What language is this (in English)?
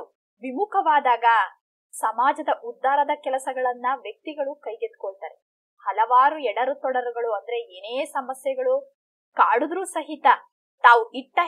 Kannada